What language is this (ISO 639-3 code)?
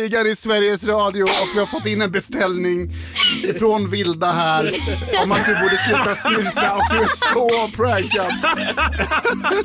swe